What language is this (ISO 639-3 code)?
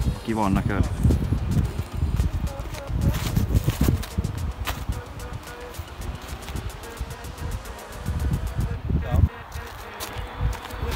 fin